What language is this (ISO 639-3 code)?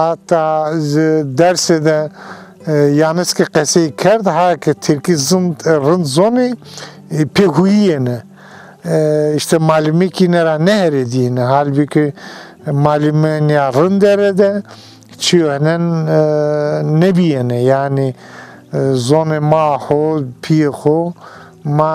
zza